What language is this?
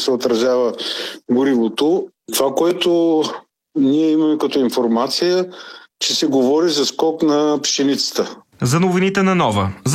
Bulgarian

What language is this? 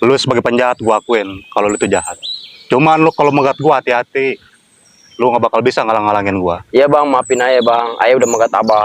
Betawi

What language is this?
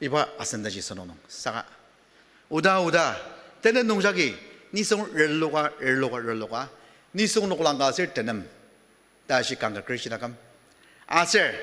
Ao Naga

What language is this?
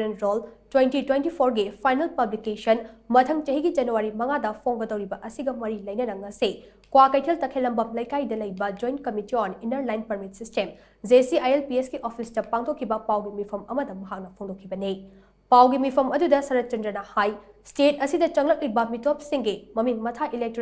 Manipuri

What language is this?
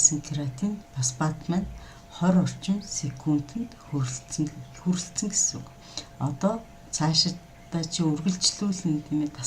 Mongolian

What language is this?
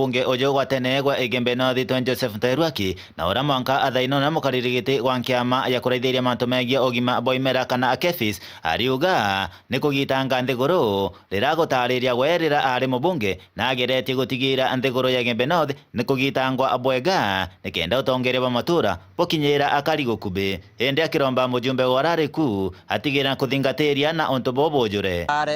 Meru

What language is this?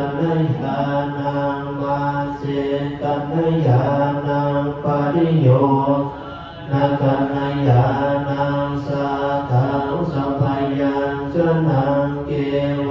Pali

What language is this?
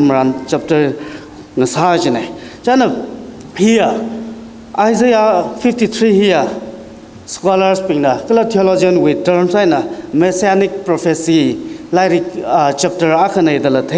Tangkhul Naga (India)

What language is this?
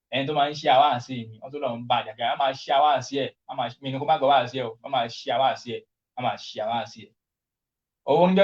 Yoruba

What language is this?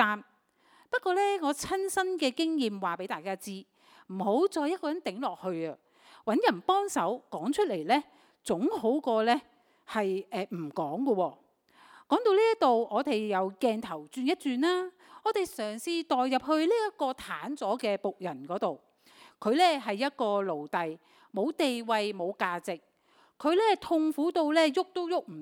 Cantonese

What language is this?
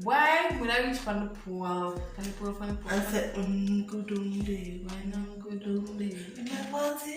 Jamaican Creole English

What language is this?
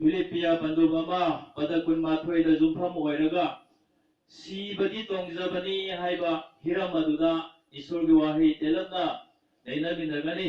Manipuri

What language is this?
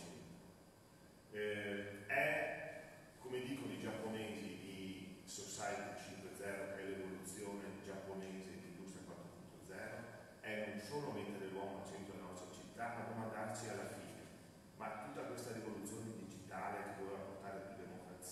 Italian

